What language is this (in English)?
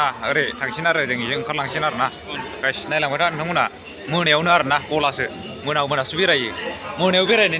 Bodo